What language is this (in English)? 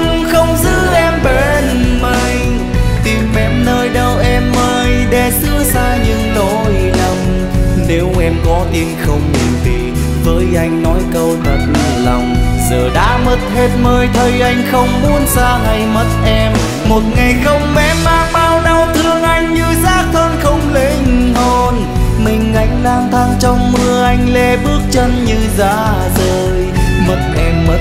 Vietnamese